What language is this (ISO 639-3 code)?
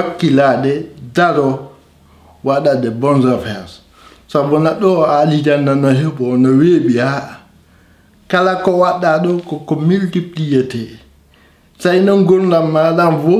ful